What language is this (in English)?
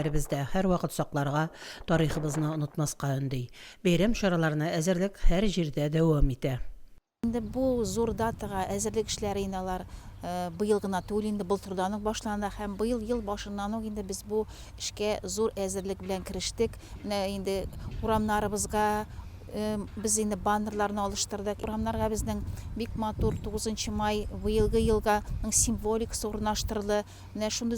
Tatar